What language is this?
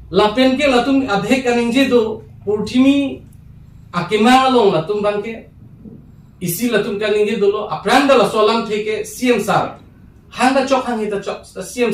Karbi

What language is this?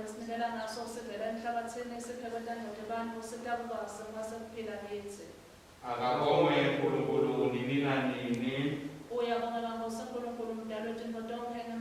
Swati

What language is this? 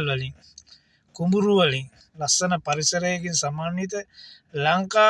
Sinhala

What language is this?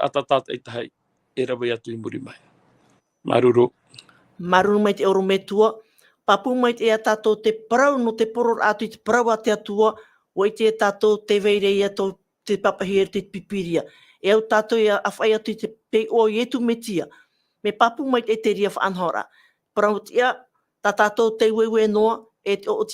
Tahitian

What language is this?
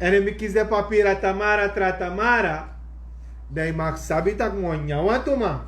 Sranan Tongo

